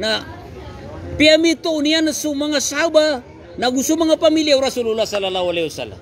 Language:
Maranao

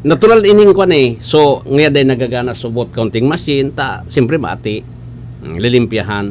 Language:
Bikol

